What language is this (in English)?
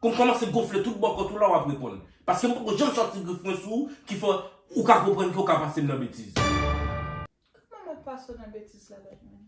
Haitian Creole